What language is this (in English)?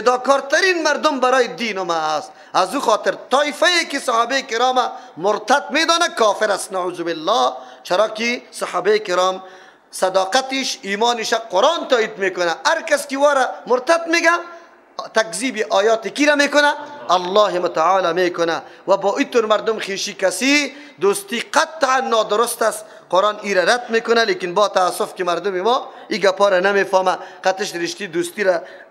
Persian